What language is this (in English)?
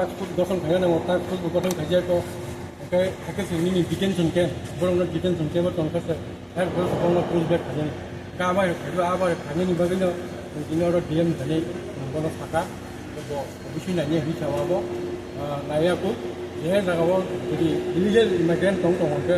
Kok Borok